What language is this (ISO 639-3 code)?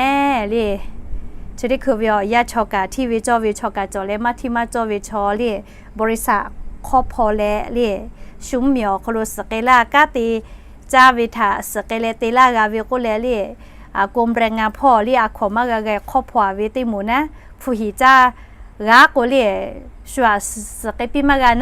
lhu